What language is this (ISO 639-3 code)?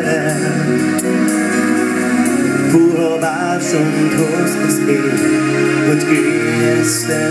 hun